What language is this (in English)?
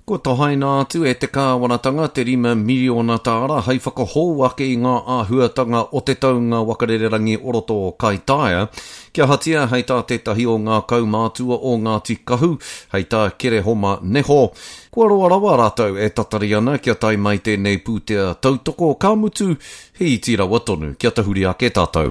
Māori